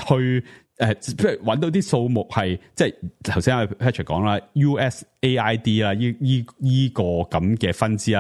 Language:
Cantonese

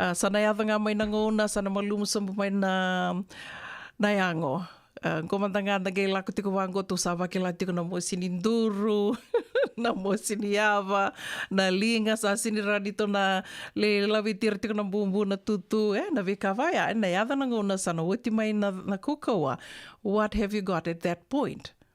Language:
Fijian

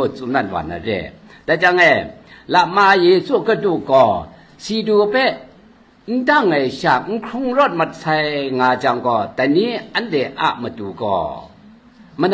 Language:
Kachin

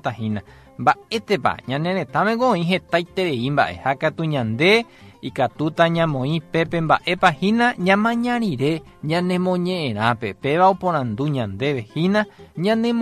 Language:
Guarani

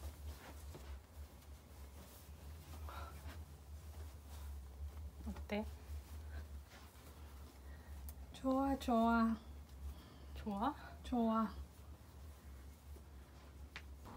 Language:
Korean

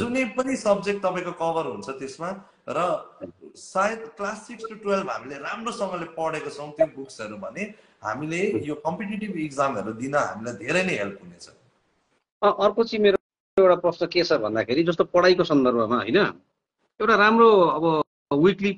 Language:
Nepali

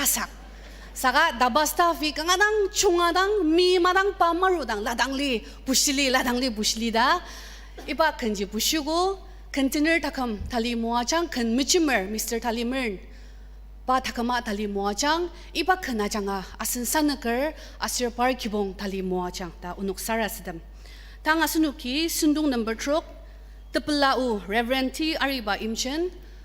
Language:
Ao Naga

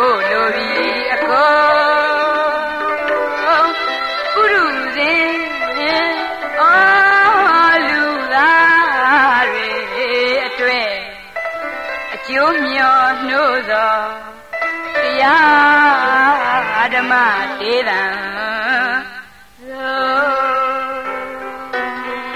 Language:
Burmese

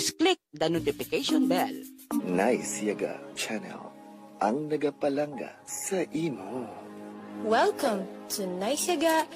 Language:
Hiligaynon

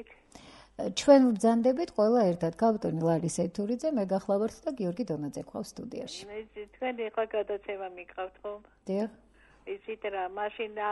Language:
Georgian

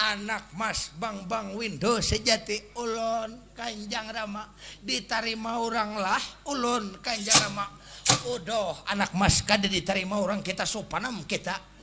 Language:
Banjar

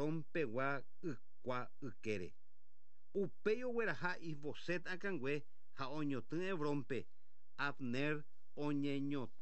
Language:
Guarani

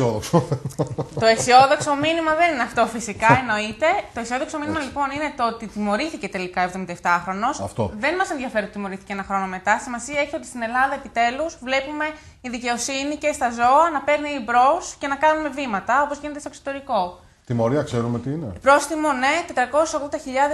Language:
Greek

